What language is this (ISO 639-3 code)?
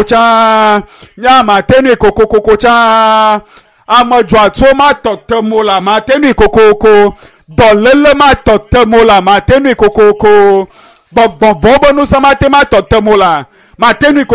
ewe